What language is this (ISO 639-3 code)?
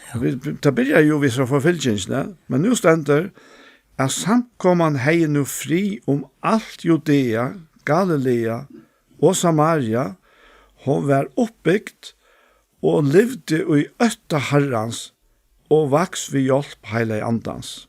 fao